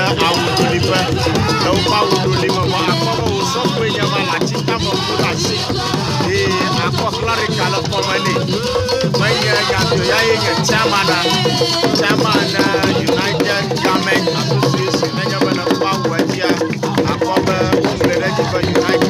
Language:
Ewe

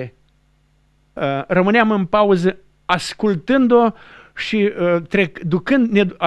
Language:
Romanian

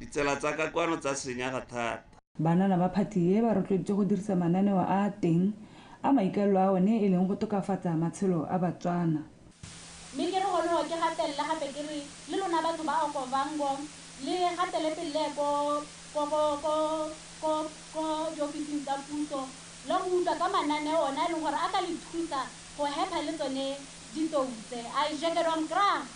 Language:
Tswana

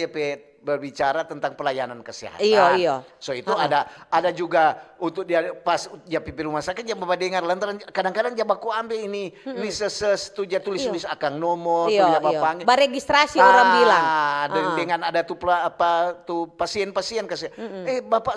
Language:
Manado Malay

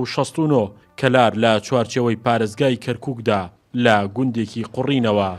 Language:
Central Kurdish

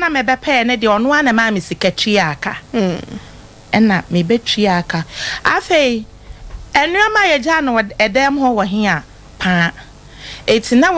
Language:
Akan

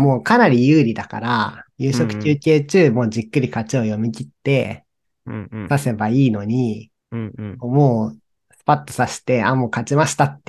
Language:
Japanese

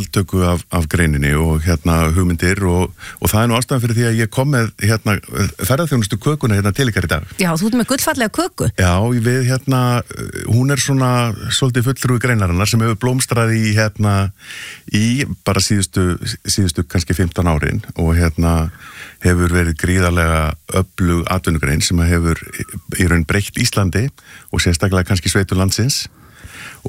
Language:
Icelandic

